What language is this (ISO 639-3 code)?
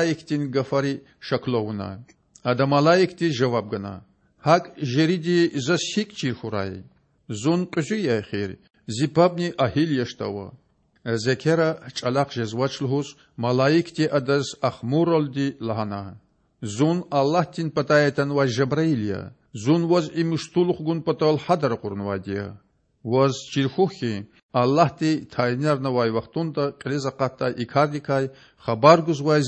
lez